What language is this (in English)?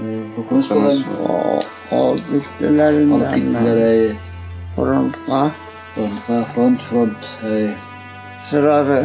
Bashkir